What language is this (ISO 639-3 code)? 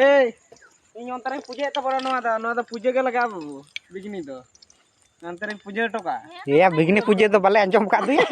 sat